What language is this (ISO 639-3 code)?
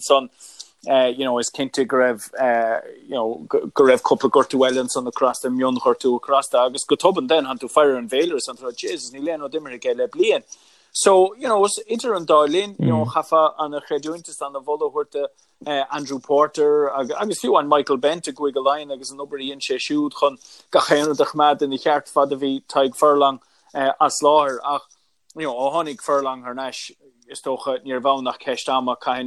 gle